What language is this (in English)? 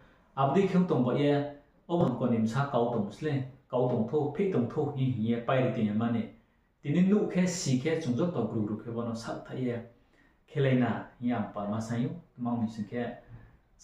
Riang (India)